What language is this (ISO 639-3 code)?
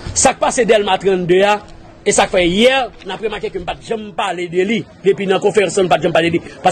hat